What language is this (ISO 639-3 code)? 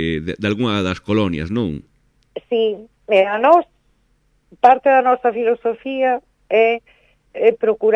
glg